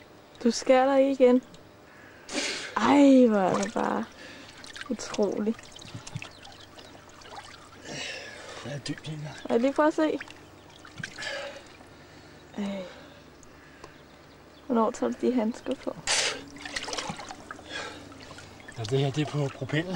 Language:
Danish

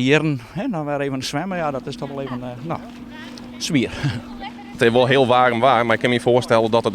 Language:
Western Frisian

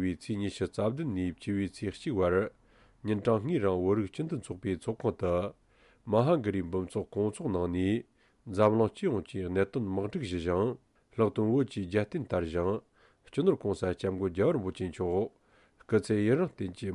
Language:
Tibetan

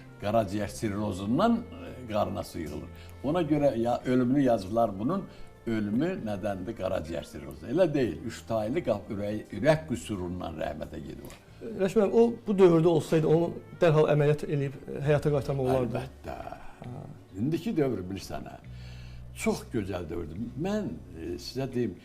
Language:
Azerbaijani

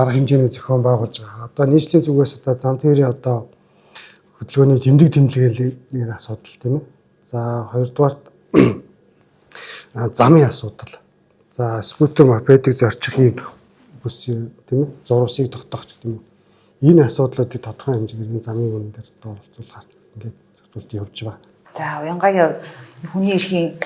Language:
Mongolian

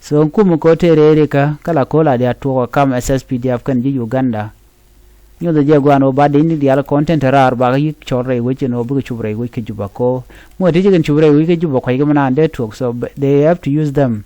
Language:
Nuer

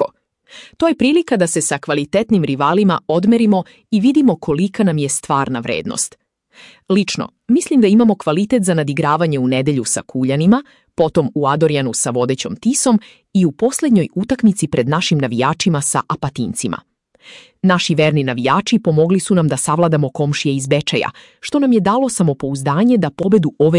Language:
Serbian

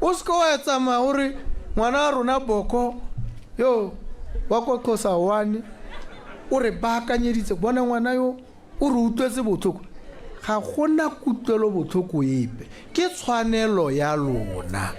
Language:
Tswana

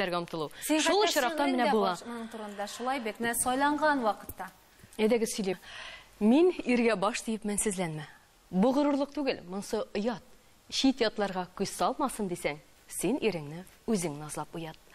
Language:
Tatar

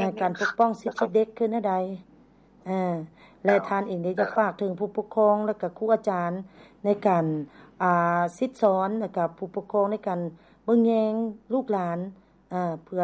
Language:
Lao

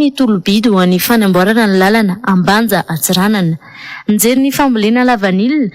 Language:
Malagasy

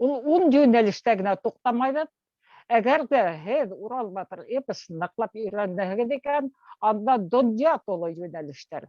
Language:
Bashkir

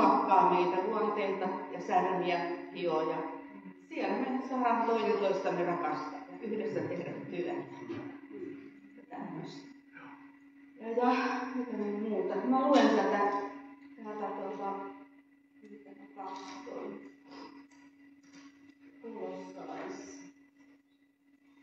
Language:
Finnish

